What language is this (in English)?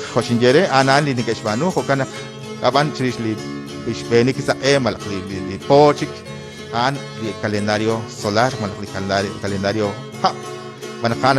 Kekchí